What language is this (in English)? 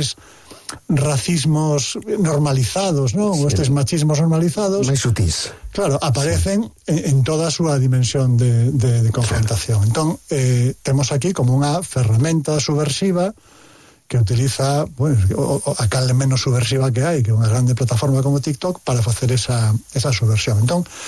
Galician